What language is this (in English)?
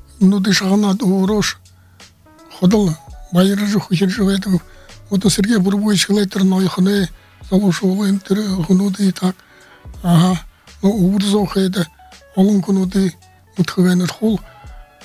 Buriat